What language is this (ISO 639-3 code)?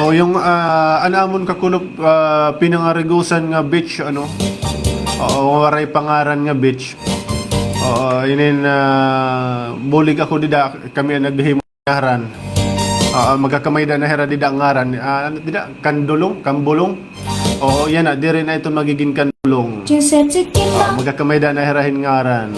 war